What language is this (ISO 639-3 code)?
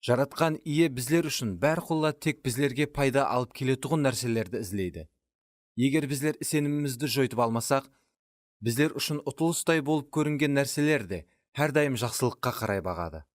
kaa